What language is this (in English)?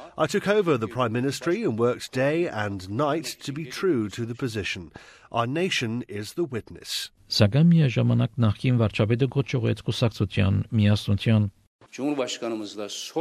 Armenian